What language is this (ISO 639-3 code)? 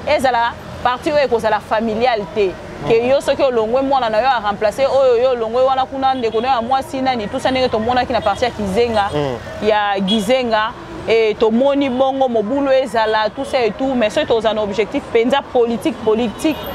lin